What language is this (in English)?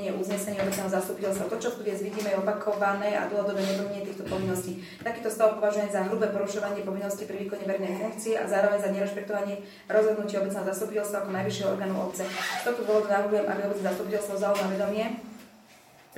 Slovak